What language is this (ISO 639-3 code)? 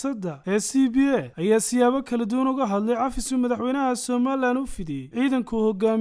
som